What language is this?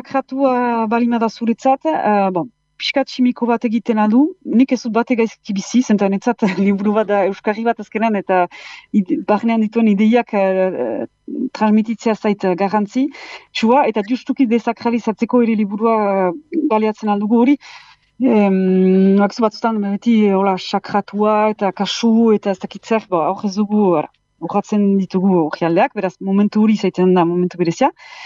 Basque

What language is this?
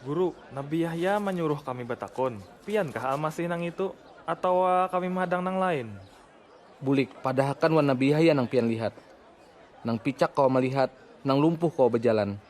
Banjar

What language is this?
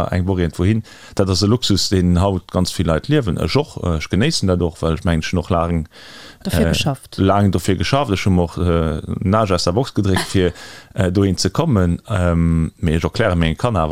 Luxembourgish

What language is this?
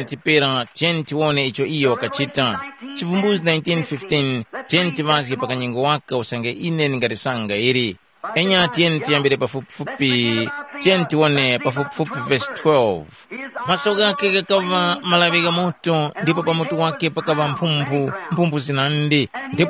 Tumbuka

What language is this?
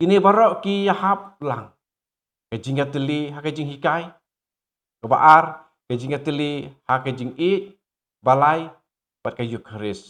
Khasi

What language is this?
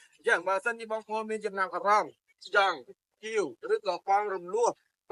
Khmer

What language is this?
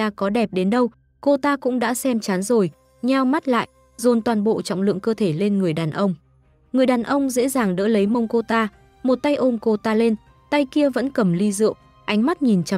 Vietnamese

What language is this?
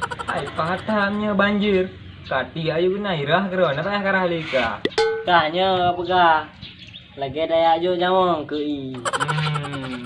Achinese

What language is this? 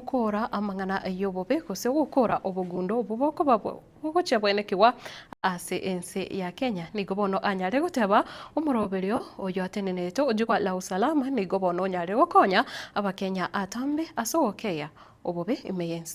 Gusii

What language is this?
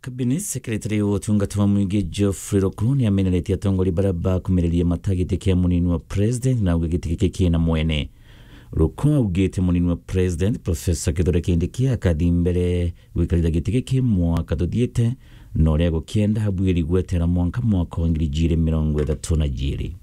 Meru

